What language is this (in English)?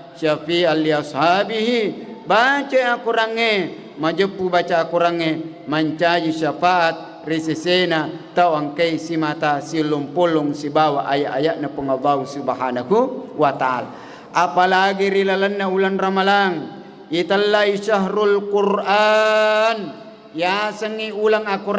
Buginese